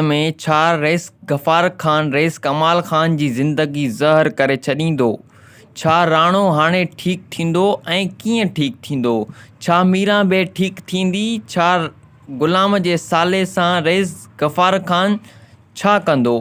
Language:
Sindhi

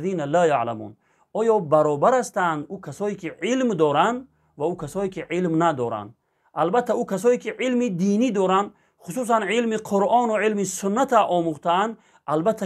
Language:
Tajik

